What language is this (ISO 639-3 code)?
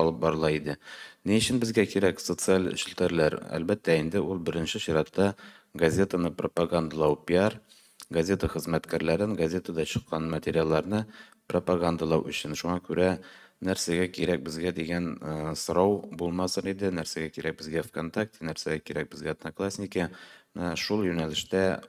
tat